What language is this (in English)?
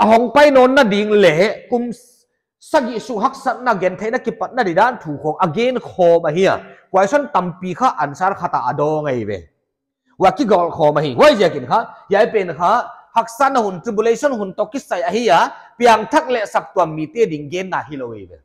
Paite Chin